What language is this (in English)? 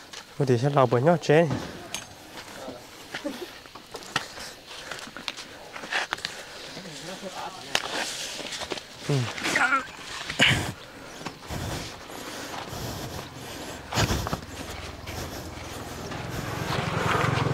Vietnamese